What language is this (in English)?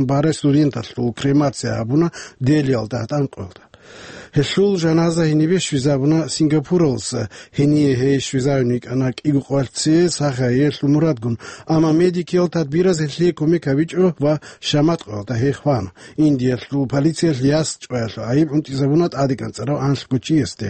Avaric